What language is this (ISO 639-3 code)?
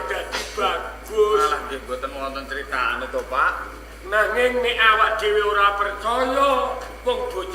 jav